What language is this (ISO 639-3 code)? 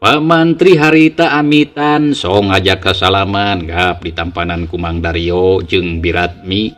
sun